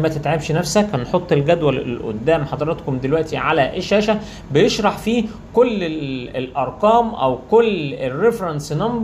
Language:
Egyptian Arabic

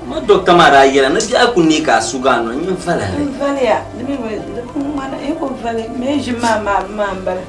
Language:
Dagbani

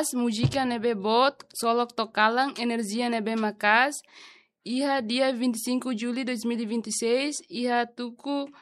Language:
Tetum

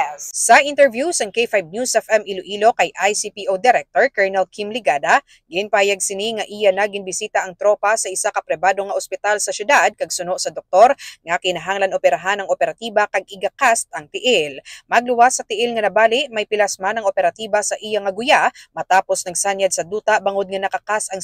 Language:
Hiligaynon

